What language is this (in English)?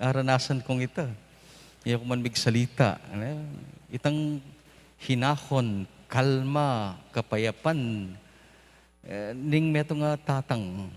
Pampanga